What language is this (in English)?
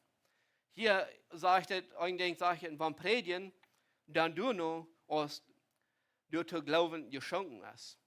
Plautdietsch